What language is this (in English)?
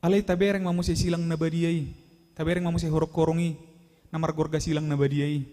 Batak Toba